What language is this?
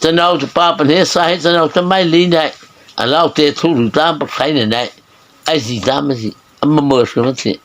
Mara Chin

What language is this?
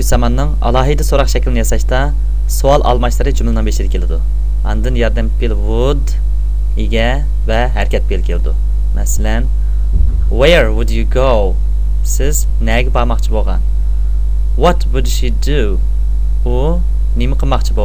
Uyghur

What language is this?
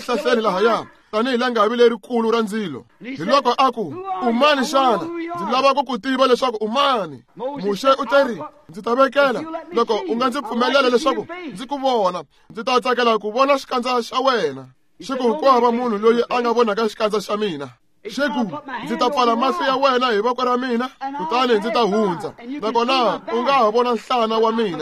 Tsonga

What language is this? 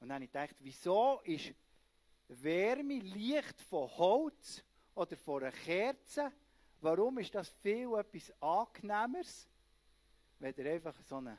Swiss German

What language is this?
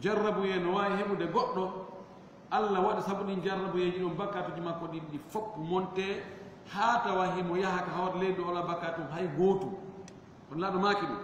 Fula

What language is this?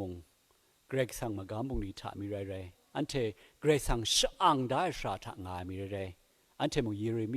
Kachin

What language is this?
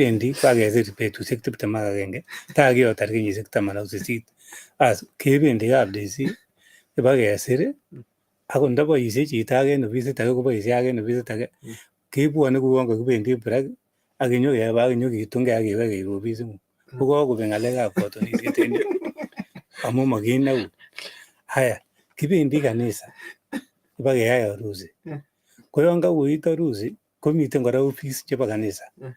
Kalenjin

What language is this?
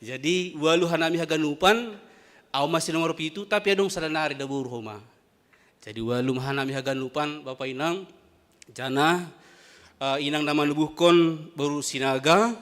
Batak Simalungun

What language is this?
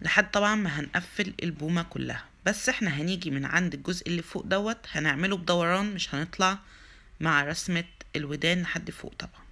Egyptian Arabic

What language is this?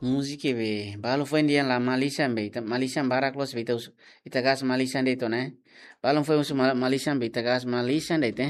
Tetum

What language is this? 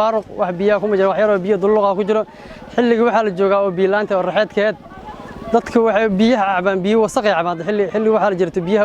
Somali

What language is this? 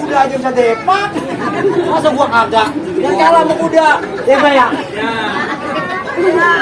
Betawi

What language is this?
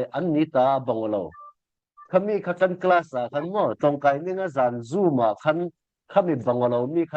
Falam Chin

